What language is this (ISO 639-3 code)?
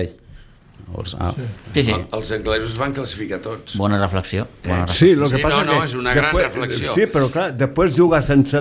cat